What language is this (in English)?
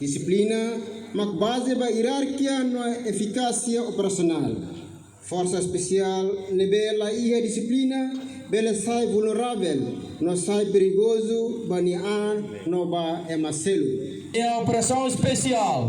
Tetum